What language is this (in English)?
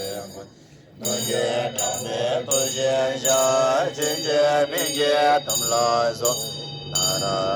Tibetan